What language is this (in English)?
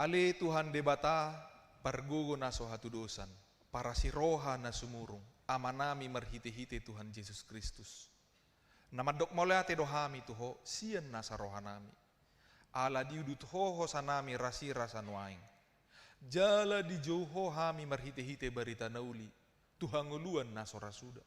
Batak Toba